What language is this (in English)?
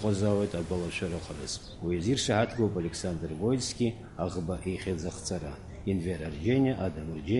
Abkhazian